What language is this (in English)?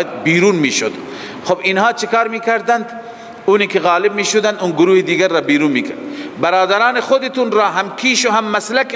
Persian